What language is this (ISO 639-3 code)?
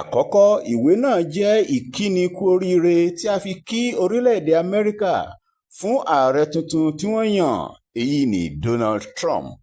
yor